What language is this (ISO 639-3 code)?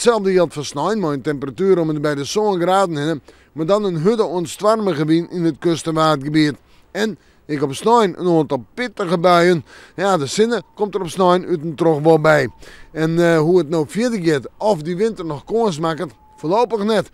fry